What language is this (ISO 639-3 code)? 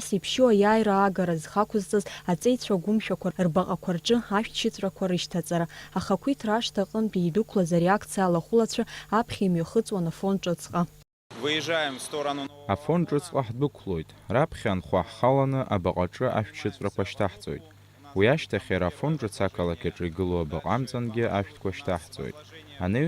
abk